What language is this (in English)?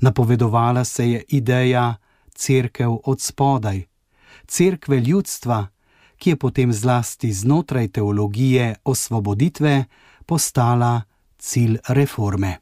Slovenian